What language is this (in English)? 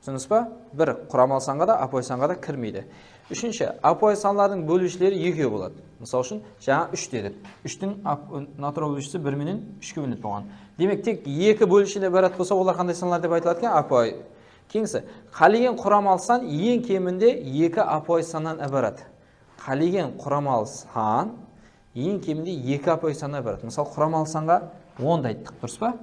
Kara-Kalpak